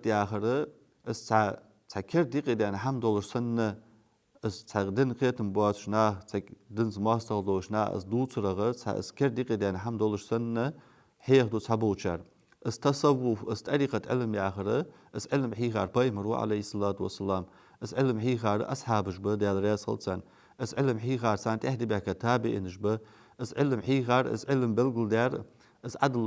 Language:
Ingush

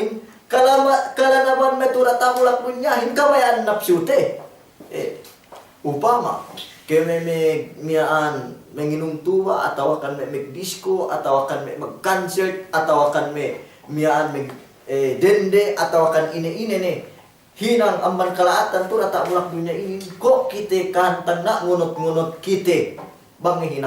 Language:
Yakan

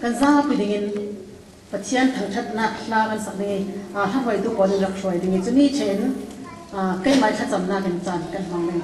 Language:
Falam Chin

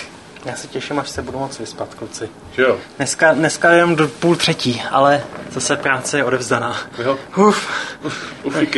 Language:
Czech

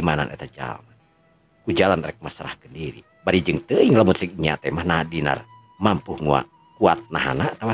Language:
Sundanese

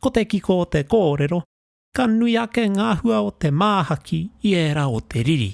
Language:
Māori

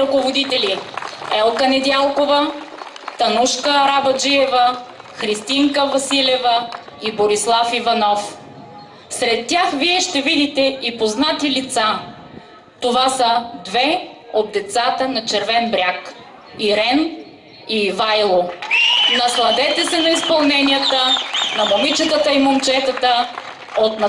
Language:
Bulgarian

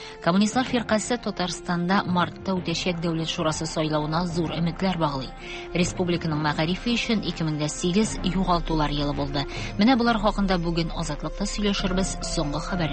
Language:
Tatar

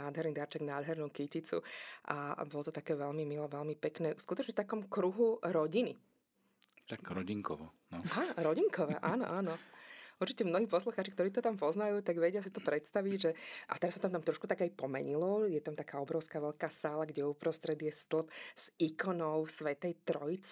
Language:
Slovak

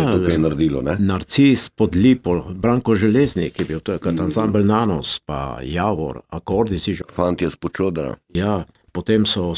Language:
Slovenian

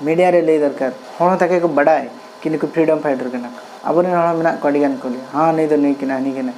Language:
Santali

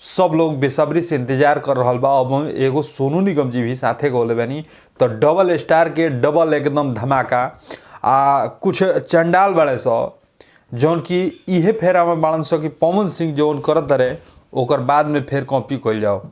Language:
Bhojpuri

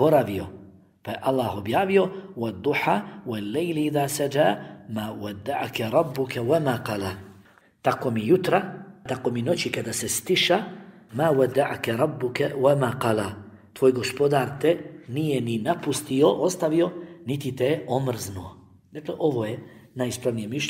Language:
Bosnian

